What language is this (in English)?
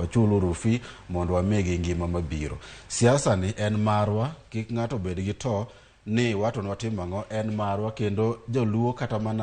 Luo (Kenya and Tanzania)